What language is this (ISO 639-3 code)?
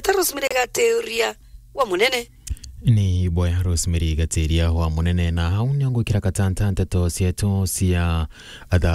mer